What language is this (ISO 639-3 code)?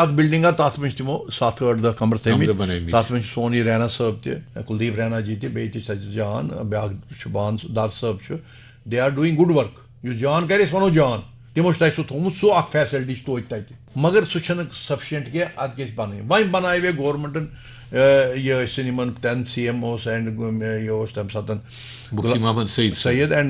kas